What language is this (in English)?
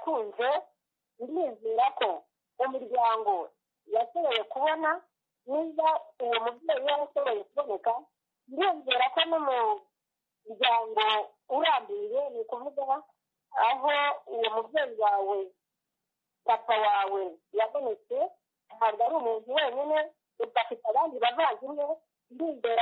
Kinyarwanda